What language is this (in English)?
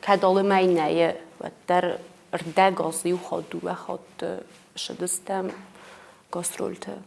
Ossetic